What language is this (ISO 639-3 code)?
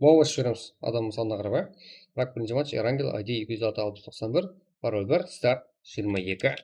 kaa